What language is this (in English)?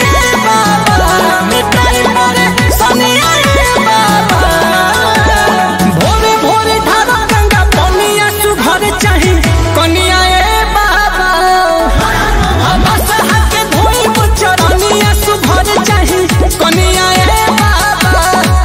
Bhojpuri